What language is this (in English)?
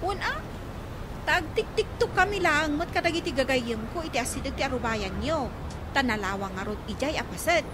Iloko